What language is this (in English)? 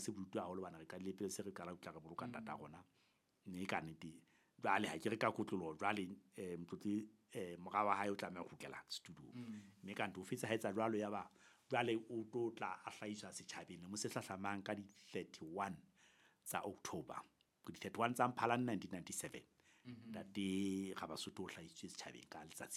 Southern Sotho